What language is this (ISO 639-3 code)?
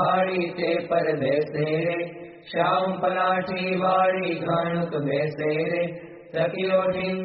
guj